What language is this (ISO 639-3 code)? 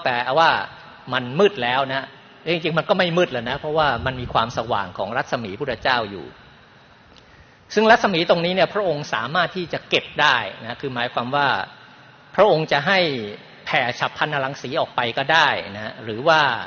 tha